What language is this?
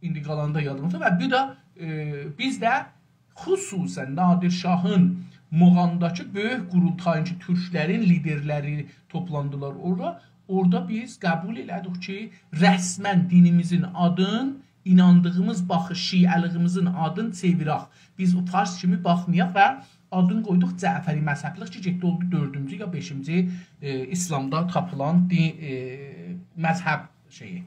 South Azerbaijani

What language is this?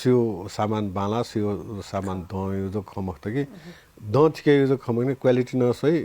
Newari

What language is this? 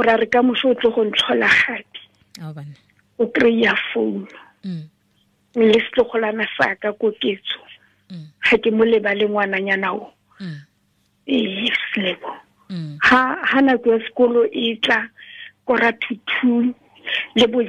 Tswana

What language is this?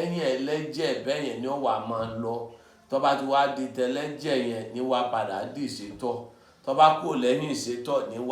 Yoruba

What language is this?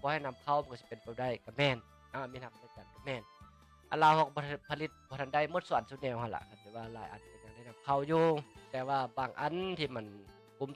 Lao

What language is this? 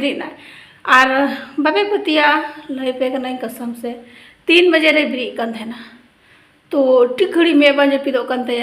Santali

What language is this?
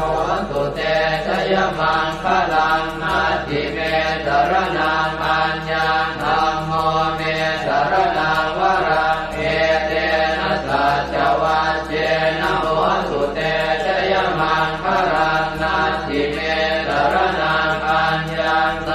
Pali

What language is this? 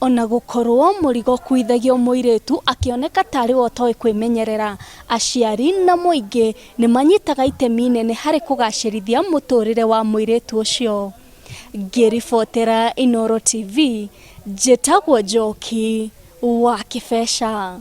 Kikuyu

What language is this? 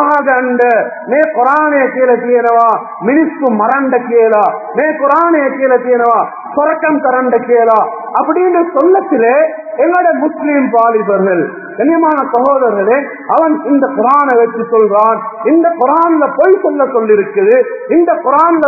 Tamil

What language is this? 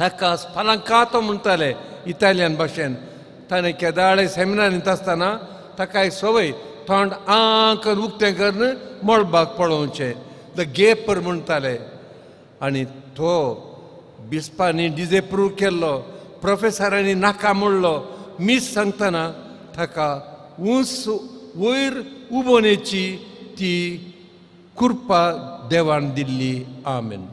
Konkani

